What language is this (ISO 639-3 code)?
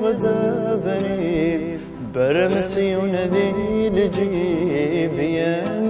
kab